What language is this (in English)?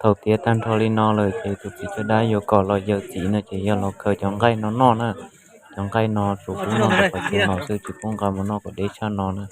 Hmong